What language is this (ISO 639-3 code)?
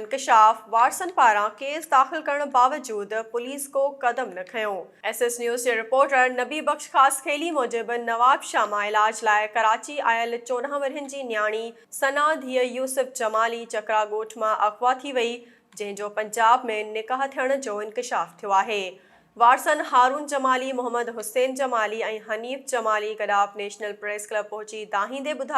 snd